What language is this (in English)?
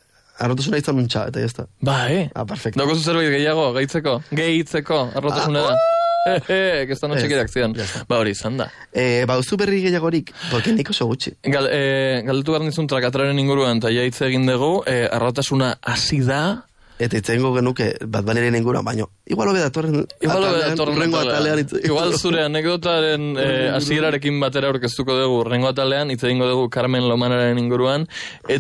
Basque